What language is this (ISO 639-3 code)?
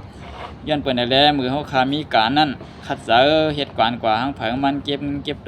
shn